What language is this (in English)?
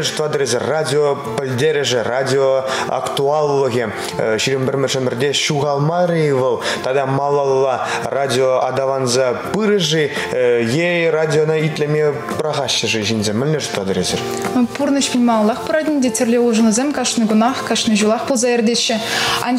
Chuvash